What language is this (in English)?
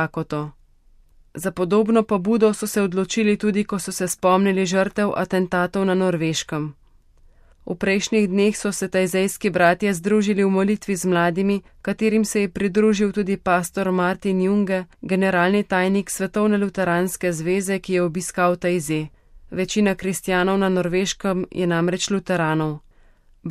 Slovenian